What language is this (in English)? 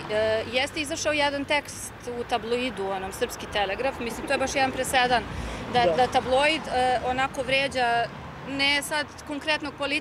Serbian